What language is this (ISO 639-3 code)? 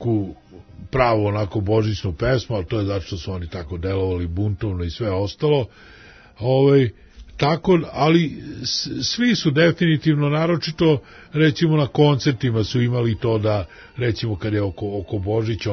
srp